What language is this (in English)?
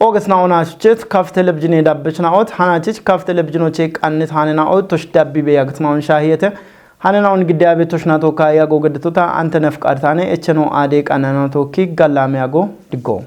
Kafa